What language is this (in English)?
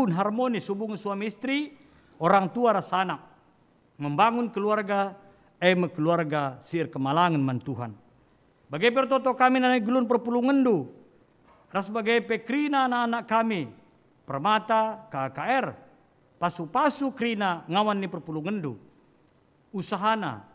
Batak Karo